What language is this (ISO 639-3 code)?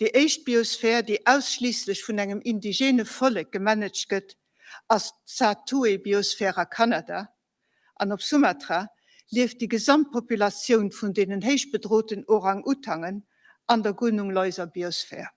ltz